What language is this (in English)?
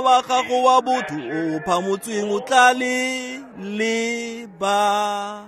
Tswana